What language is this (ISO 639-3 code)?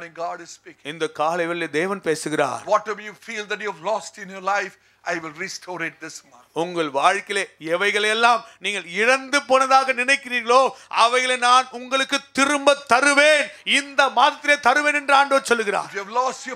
tam